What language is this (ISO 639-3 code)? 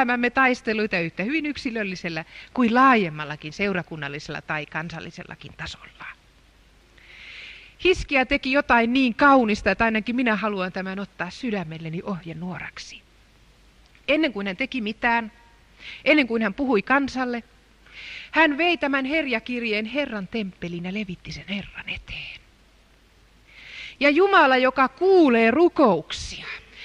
fin